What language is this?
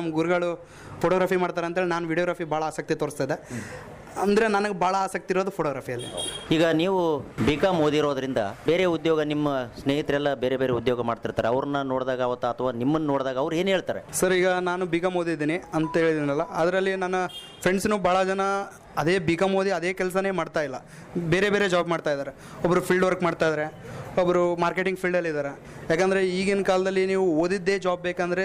Kannada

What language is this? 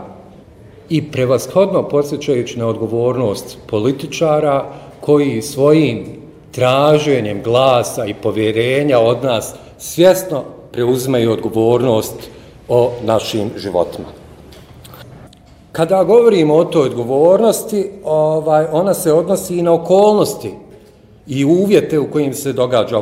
Bosnian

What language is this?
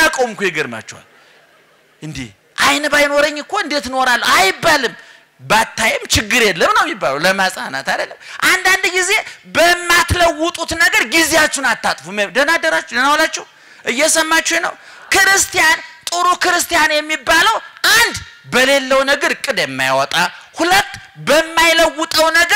Amharic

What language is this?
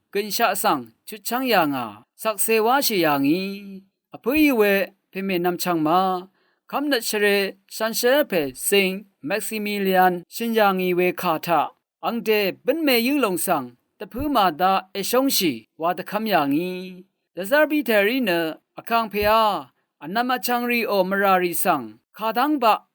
Rawang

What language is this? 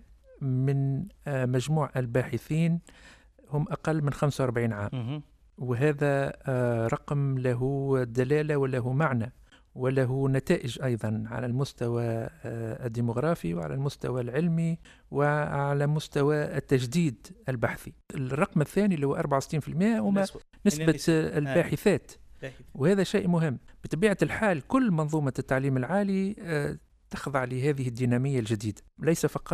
Tunisian Arabic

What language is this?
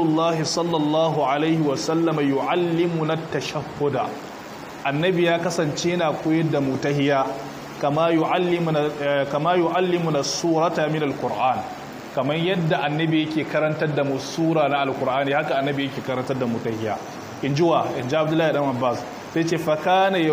Hausa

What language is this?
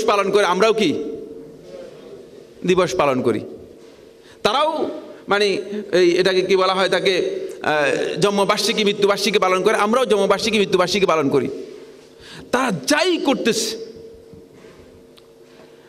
Bangla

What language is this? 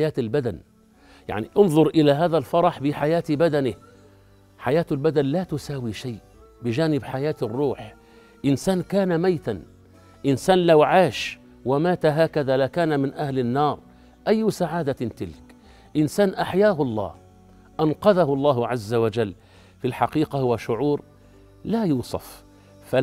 Arabic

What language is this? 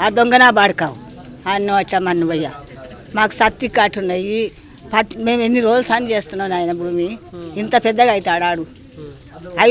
Telugu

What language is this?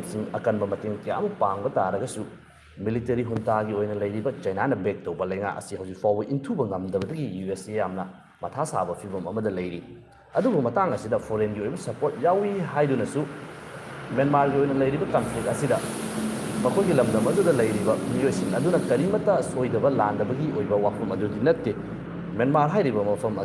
Manipuri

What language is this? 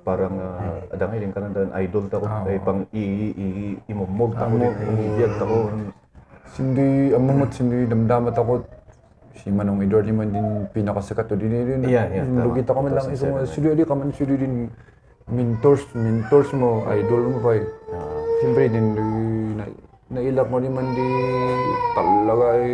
Kankanaey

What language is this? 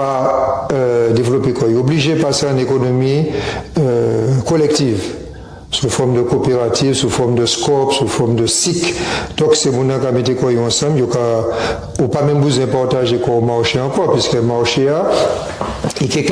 Guadeloupean Creole French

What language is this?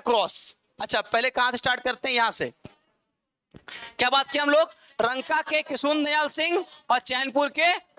Hindi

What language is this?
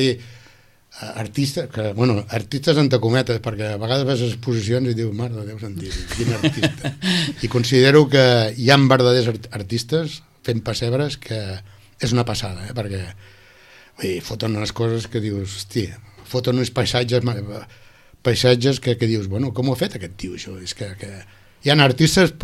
Catalan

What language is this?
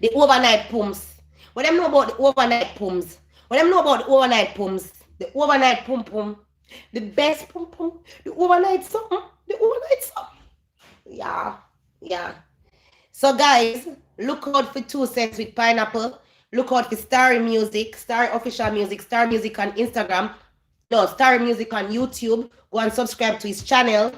Jamaican Creole English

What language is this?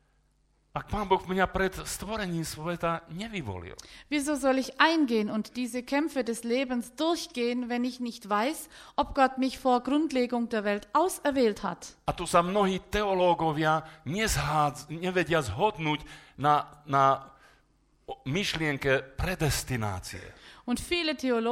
Slovak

